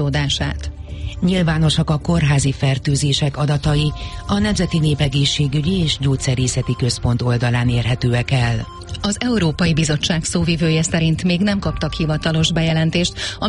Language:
Hungarian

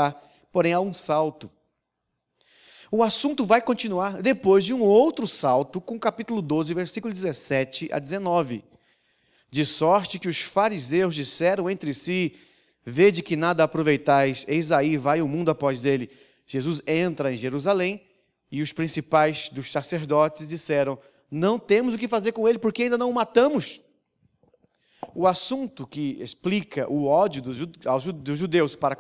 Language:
Portuguese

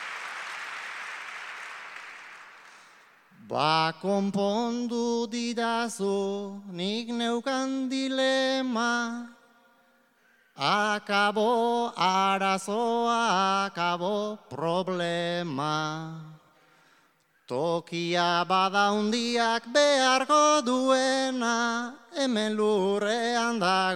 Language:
Basque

